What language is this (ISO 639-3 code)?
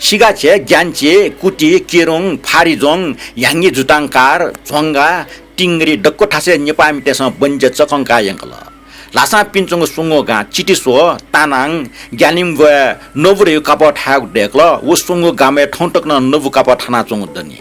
new